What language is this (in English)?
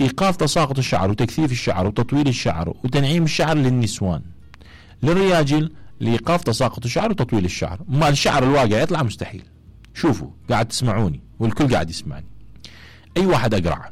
Mesopotamian Arabic